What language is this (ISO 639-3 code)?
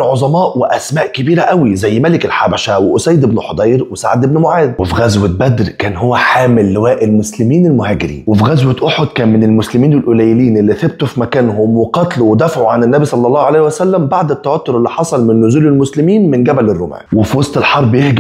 arz